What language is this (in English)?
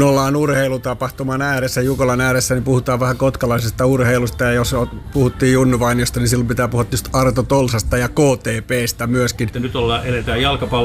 Finnish